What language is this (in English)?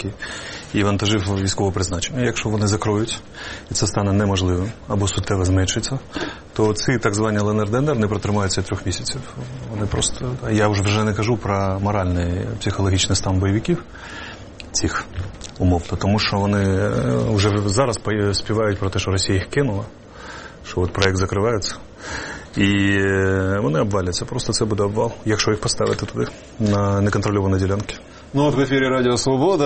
Ukrainian